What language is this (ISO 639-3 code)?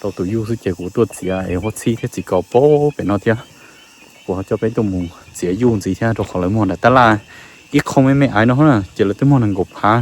hmn